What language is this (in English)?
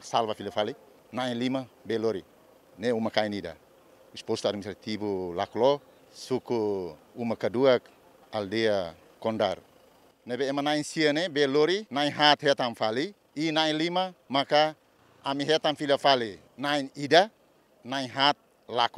Tetum